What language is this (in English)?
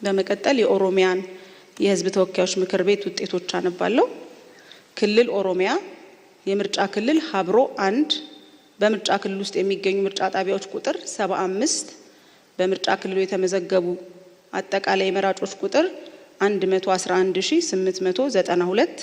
Amharic